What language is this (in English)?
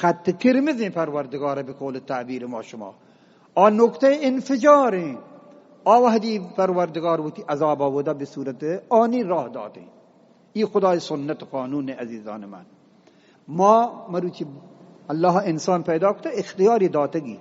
Eastern Balochi